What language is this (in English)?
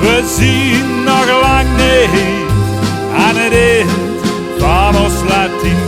Limburgish